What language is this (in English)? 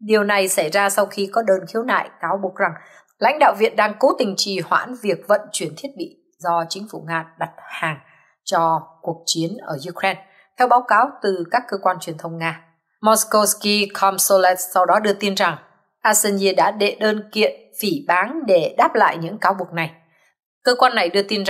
Vietnamese